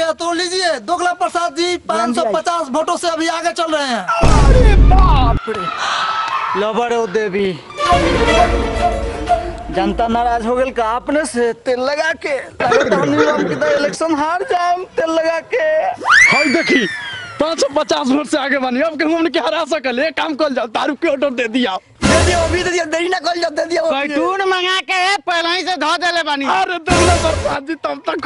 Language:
Bhojpuri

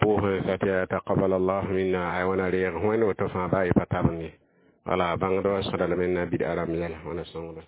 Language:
Mossi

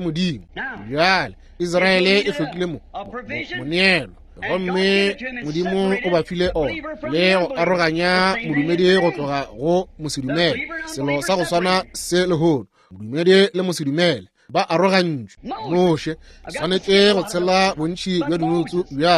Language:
Northern Sotho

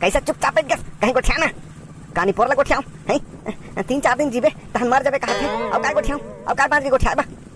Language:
Chhattisgarhi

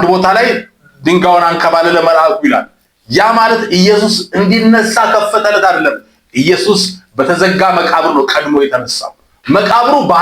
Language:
Amharic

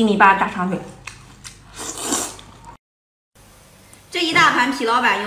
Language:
Chinese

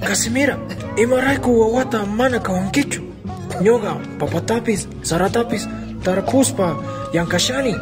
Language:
Quechua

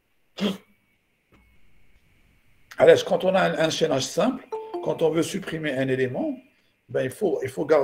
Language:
French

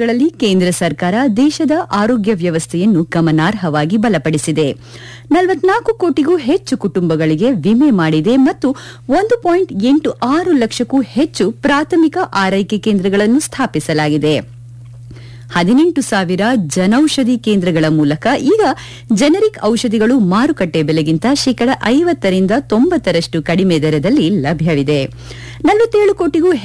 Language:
Kannada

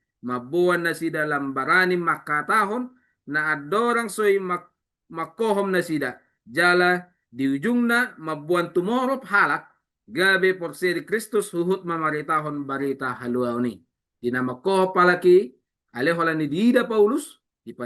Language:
Batak Toba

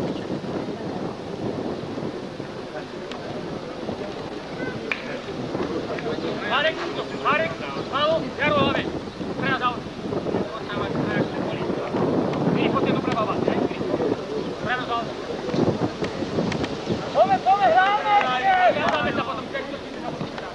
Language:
Slovak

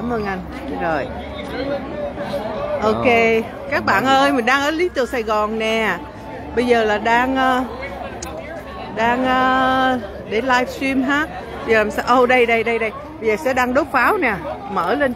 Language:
Vietnamese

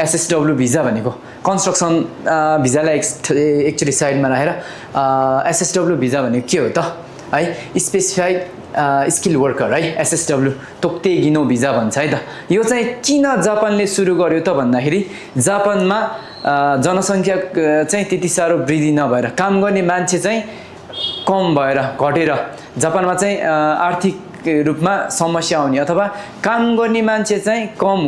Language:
Nepali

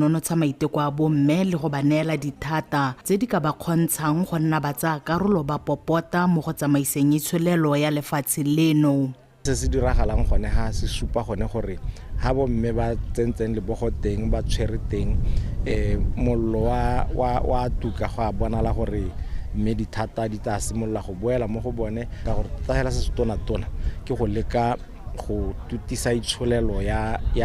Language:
Tswana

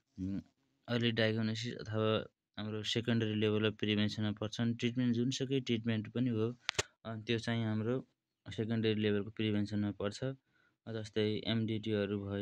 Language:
Nepali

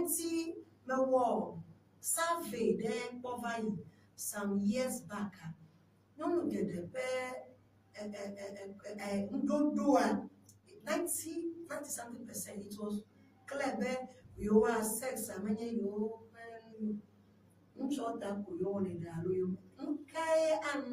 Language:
Ewe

